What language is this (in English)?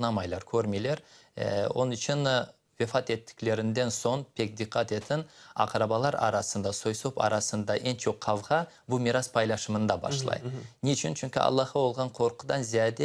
Crimean Tatar